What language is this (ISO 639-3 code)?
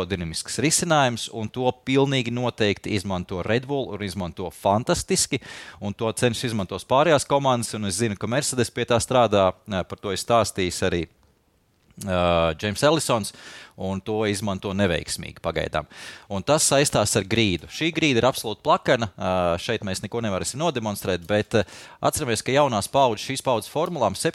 lav